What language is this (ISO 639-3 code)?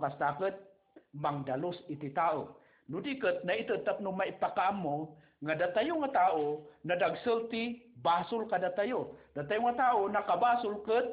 ilo